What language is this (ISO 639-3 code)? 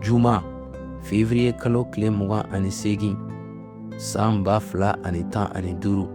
bam